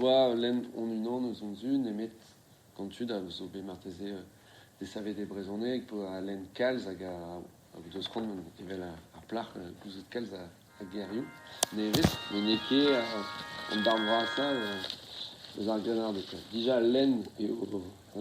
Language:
Breton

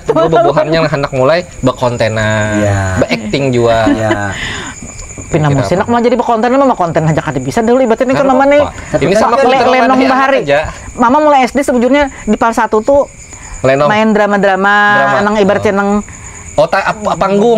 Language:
Banjar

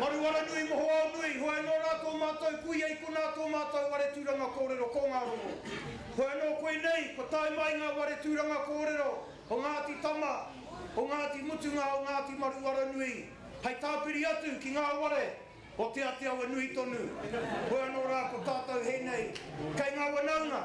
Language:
Māori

